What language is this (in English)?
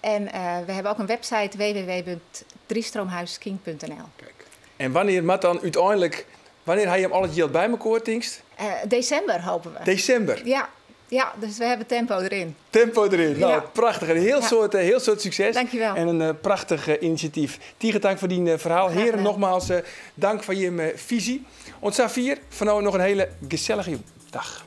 Western Frisian